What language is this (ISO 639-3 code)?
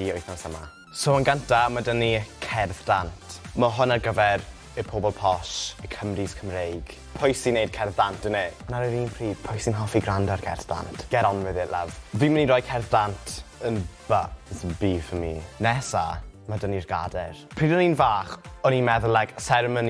cym